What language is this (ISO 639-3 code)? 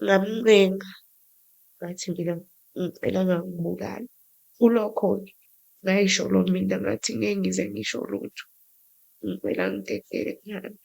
zul